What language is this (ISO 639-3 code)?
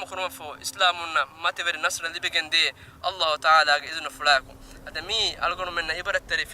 div